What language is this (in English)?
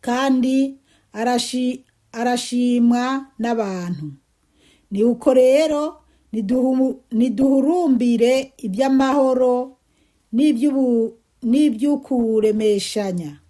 Rundi